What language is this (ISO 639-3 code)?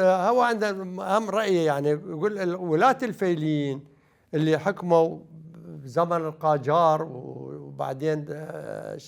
acm